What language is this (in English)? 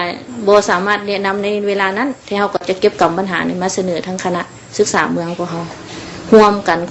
Lao